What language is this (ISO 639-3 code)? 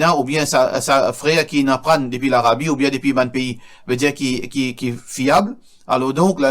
mfe